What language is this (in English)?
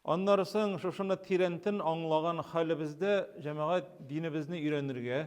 Tatar